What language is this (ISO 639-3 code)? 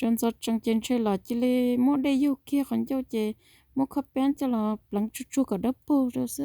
hmn